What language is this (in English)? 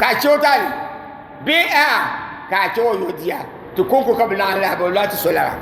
Dagbani